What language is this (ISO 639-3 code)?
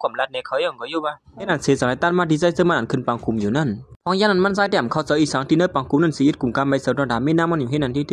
shn